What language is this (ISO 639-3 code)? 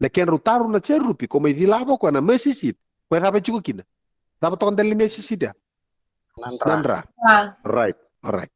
fij